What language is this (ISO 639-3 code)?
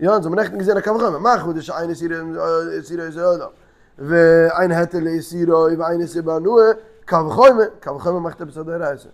yid